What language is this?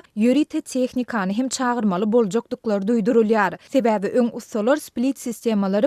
Turkmen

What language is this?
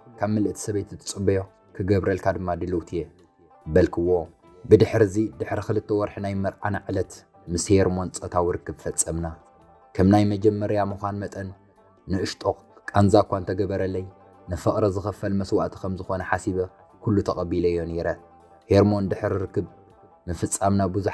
Tigrinya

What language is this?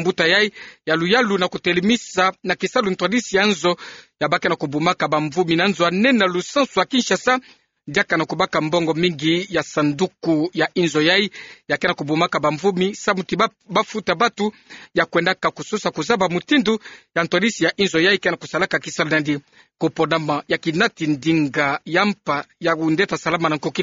Kituba (Democratic Republic of Congo)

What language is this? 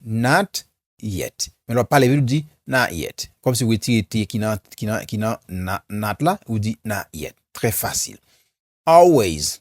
Haitian Creole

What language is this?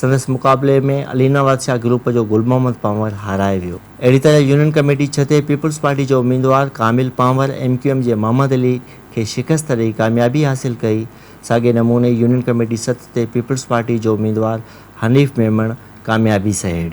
Sindhi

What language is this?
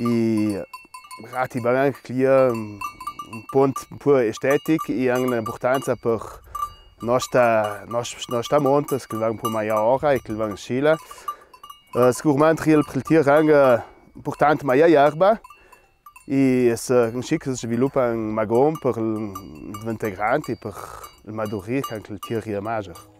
Ladin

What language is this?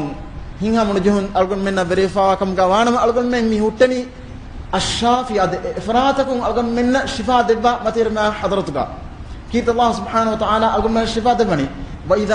Divehi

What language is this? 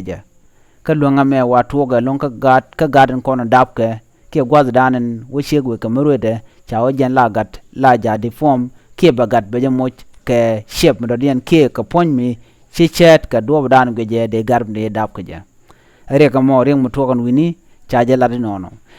Nuer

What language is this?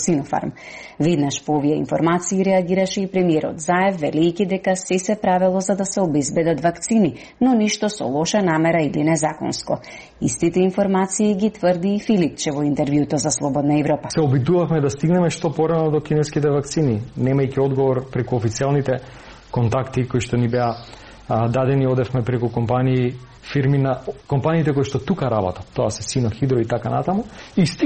Macedonian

